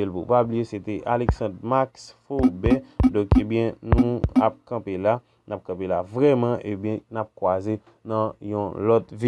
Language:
Haitian Creole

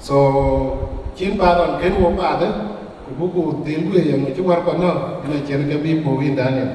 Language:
Dinka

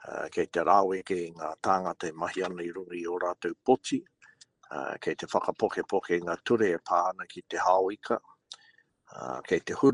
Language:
Māori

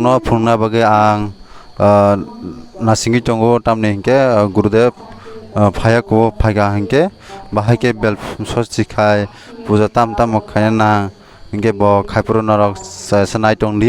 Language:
Kok Borok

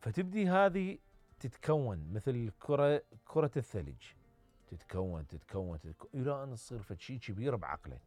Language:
Mesopotamian Arabic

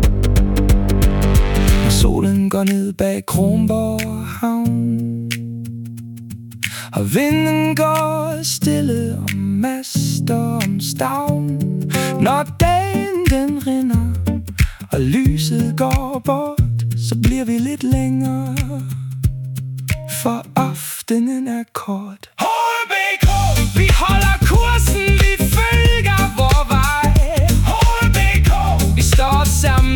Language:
Danish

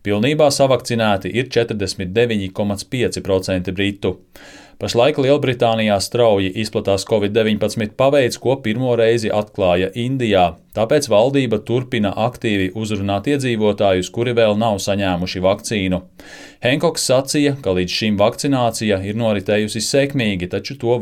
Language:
Latvian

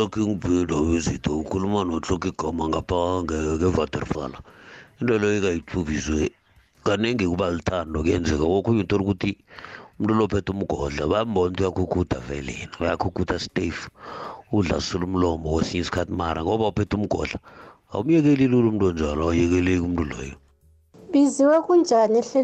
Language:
South Ndebele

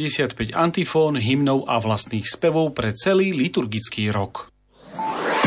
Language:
Slovak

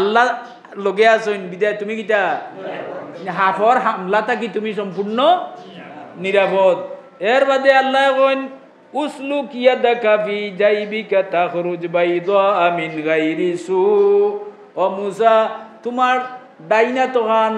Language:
Sylheti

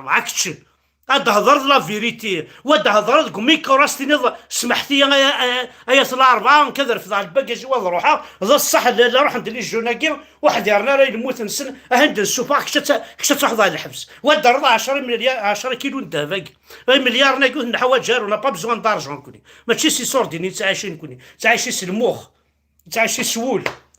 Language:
Kabyle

